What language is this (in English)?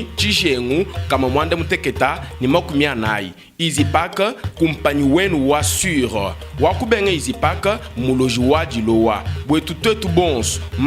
Luba-Lulua